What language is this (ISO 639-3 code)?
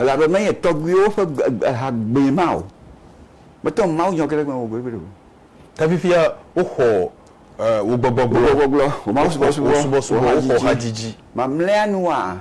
ewe